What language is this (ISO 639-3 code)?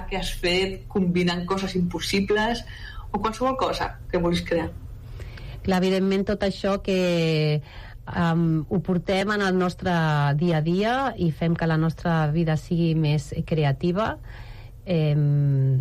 cat